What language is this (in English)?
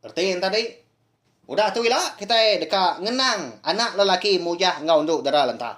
Iban